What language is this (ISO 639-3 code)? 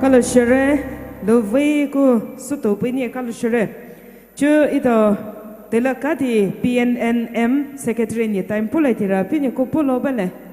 pmx